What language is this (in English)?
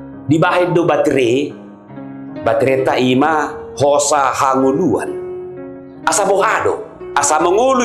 Batak Toba